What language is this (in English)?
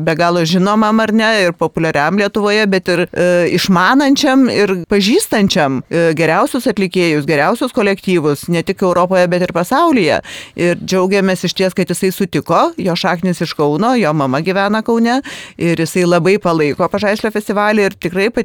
Lithuanian